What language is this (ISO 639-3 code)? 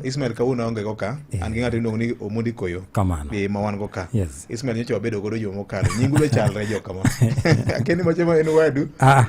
luo